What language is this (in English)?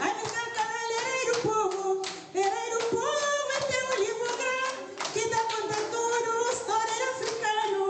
Kabuverdianu